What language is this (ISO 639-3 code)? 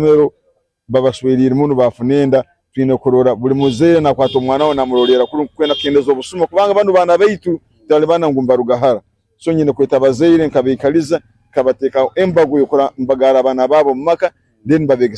nyn